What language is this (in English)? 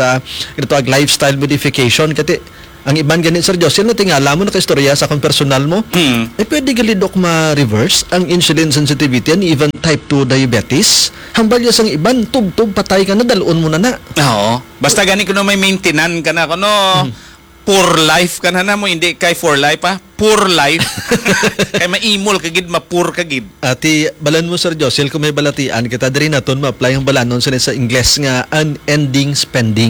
Hiligaynon